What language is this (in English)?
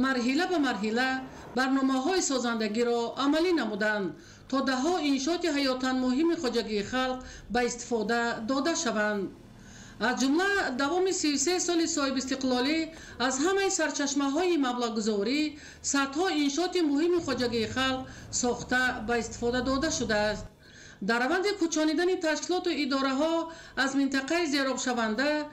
Tajik